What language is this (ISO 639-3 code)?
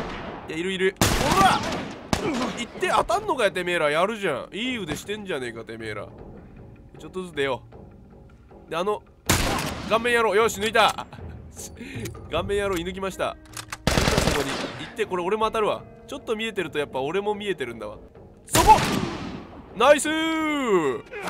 jpn